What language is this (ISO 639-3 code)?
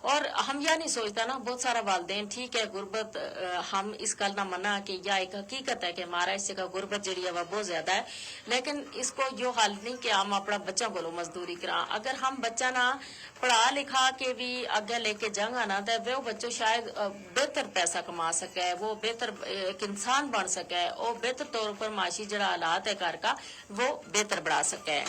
gju